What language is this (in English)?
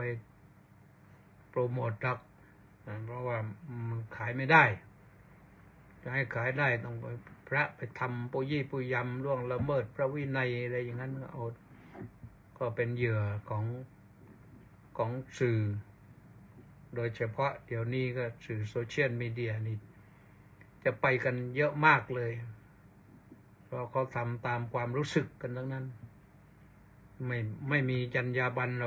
Thai